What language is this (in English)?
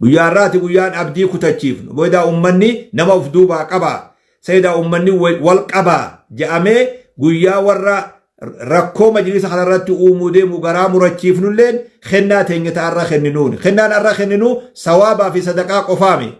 Oromo